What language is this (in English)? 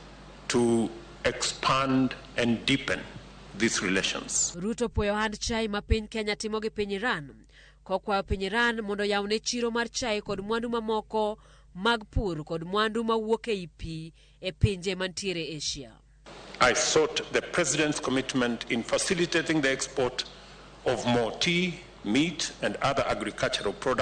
Luo (Kenya and Tanzania)